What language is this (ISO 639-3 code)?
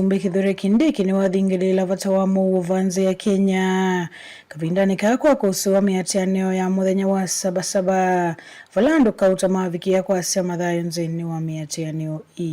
kam